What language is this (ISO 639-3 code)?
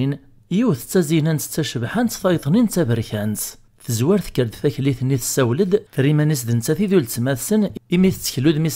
kab